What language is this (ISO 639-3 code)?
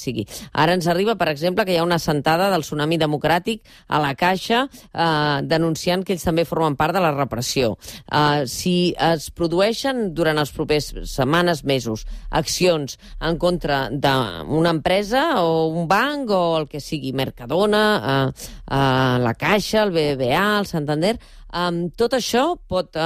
cat